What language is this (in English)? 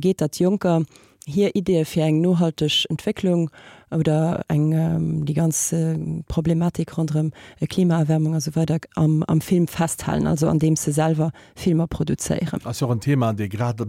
Luxembourgish